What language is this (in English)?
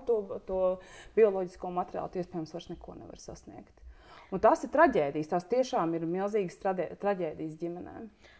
Latvian